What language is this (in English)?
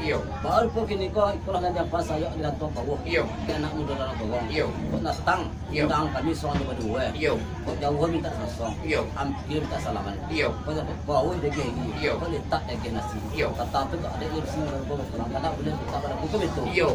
Minangkabau